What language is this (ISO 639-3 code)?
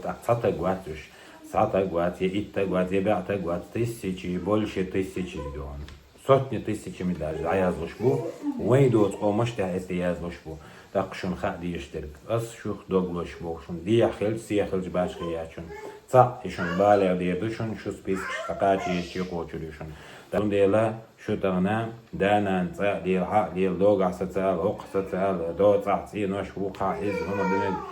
che